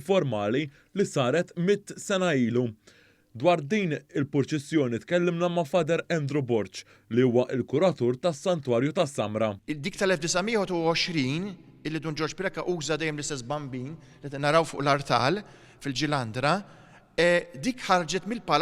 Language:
Maltese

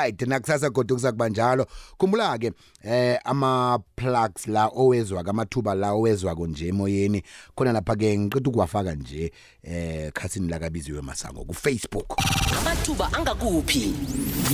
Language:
South Ndebele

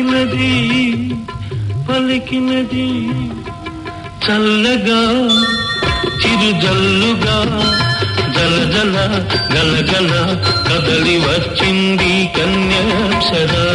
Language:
Telugu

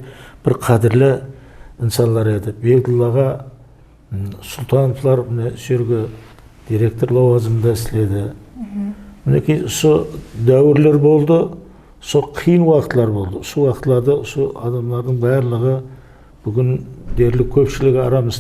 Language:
Kara-Kalpak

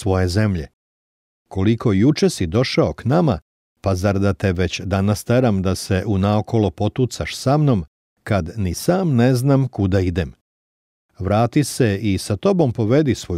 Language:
Serbian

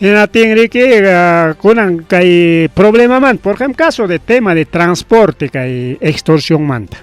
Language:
Ayacucho Quechua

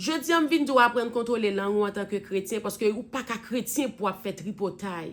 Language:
Haitian Creole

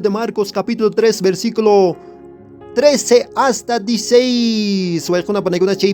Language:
Quechua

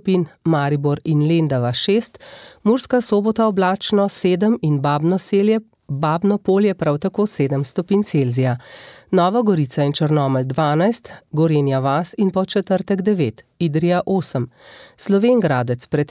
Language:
Slovenian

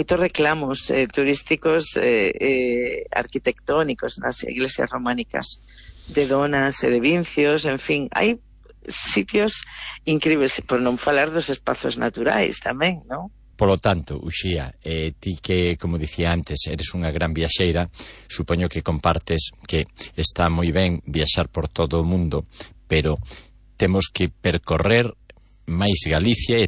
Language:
Galician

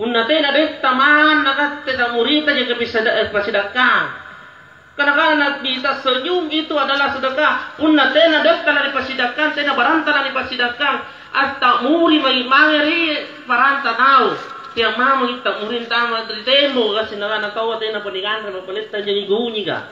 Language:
Makasar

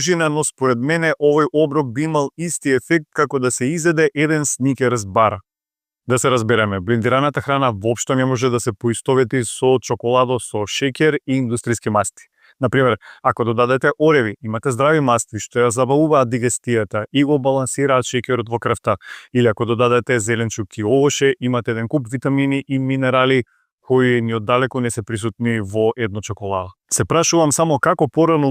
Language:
Macedonian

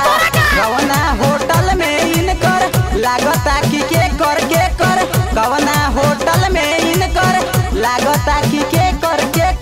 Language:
Bhojpuri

